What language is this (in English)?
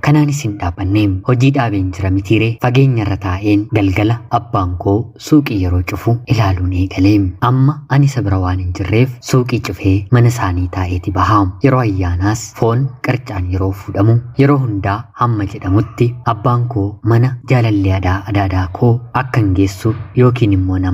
Oromo